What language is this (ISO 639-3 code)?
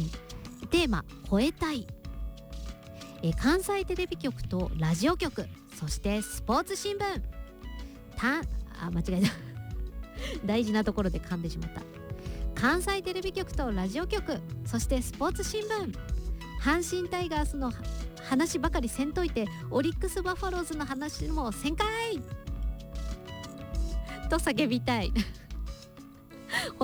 jpn